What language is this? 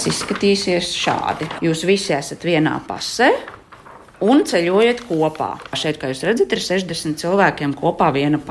Latvian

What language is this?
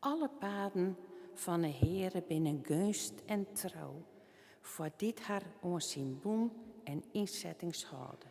Western Frisian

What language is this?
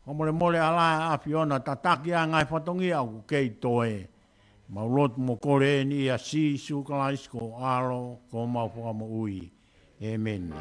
Tongan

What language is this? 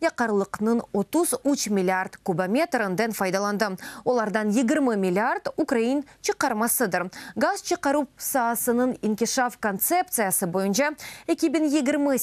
Crimean Tatar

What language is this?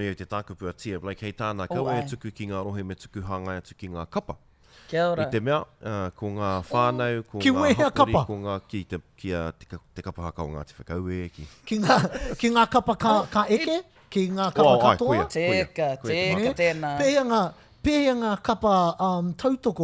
Māori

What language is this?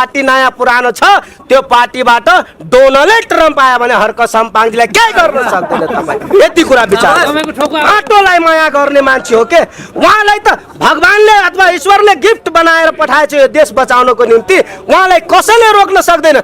Nepali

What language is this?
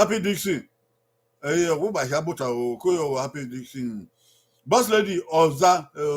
Bini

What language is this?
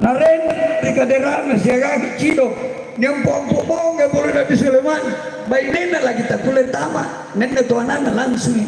Makasar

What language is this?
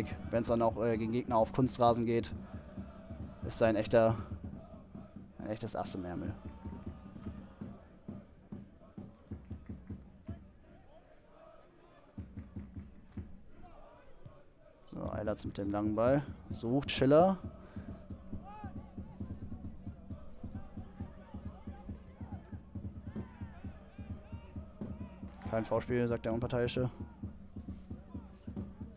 German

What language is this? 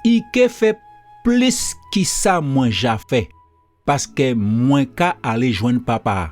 Guadeloupean Creole French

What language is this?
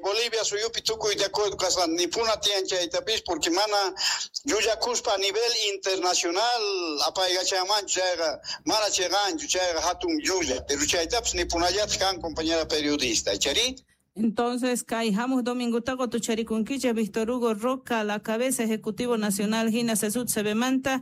South Bolivian Quechua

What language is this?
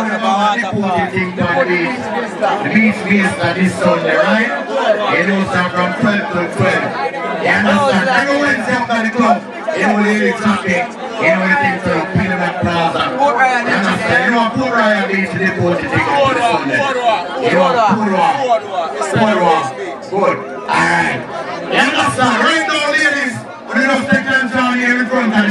Jamaican Creole English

